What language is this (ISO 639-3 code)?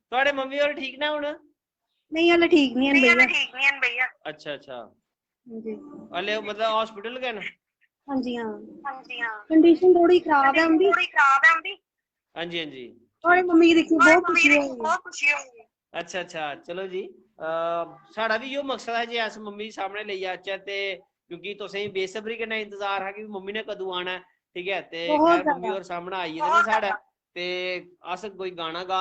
doi